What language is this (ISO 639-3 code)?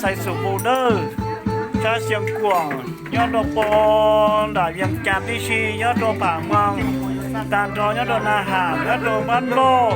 hmn